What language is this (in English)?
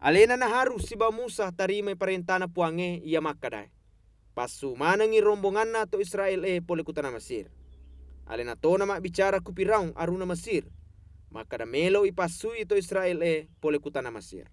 Buginese